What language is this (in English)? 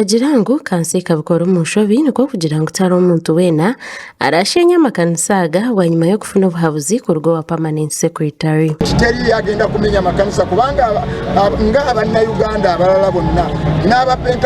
Nyankole